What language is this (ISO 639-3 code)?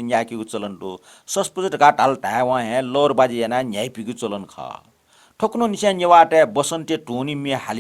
new